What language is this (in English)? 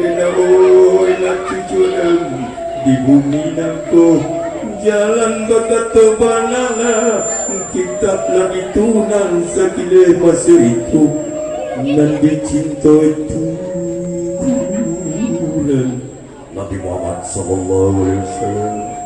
Minangkabau